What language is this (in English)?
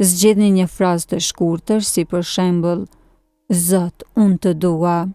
Albanian